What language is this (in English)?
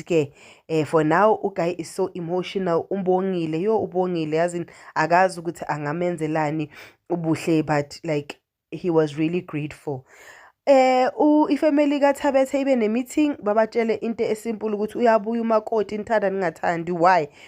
Zulu